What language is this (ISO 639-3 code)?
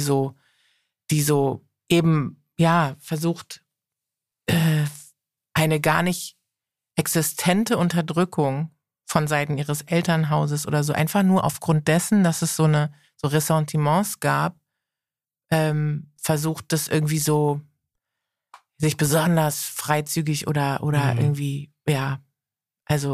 deu